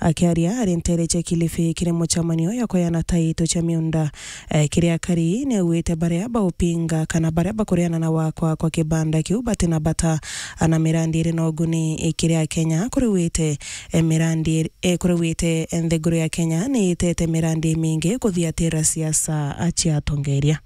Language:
Meru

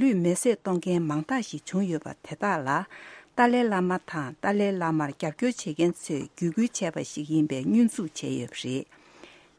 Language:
Tibetan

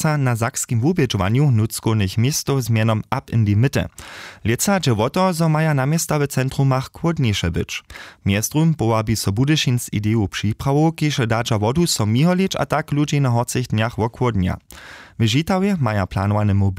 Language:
Upper Sorbian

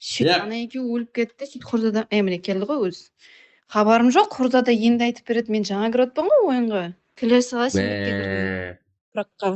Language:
Kara-Kalpak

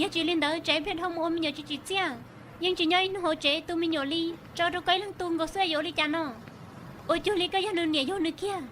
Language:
Hmong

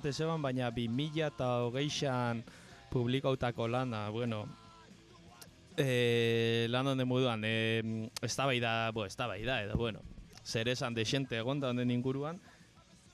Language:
Basque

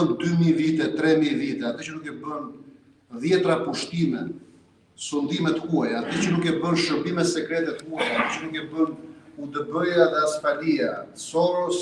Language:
Albanian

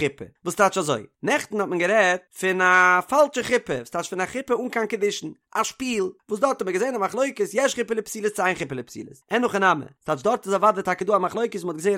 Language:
Yiddish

